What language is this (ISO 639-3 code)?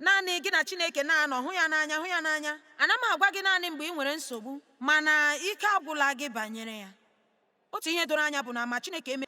ibo